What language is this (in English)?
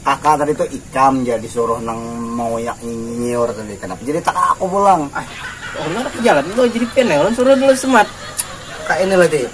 Banjar